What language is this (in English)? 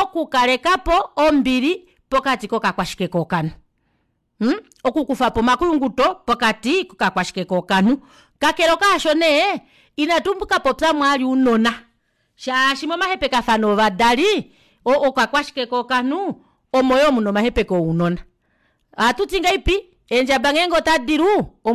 Kuanyama